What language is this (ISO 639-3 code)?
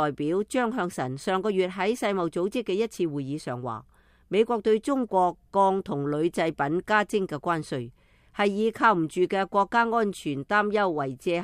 yue